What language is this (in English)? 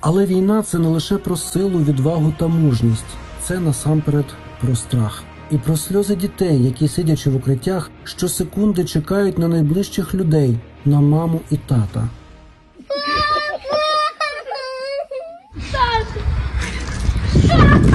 Ukrainian